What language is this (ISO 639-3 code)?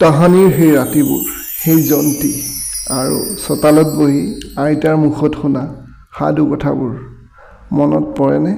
asm